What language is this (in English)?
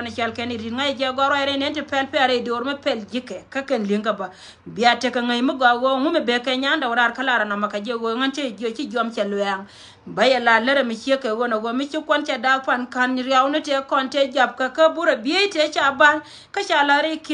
Nuer